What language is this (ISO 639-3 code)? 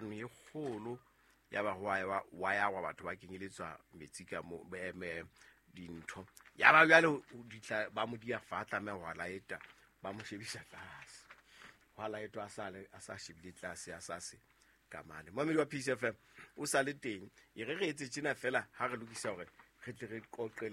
sot